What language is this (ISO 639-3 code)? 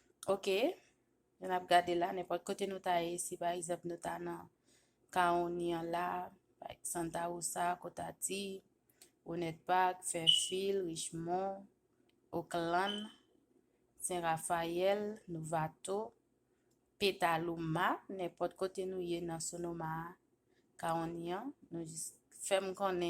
hat